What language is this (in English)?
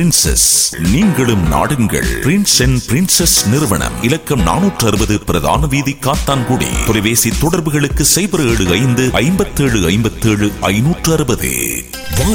Tamil